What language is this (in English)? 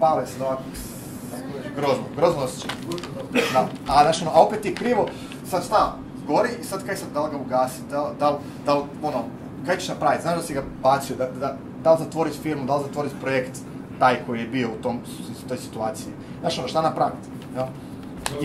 Croatian